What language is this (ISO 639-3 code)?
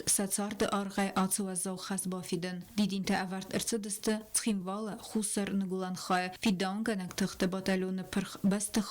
oss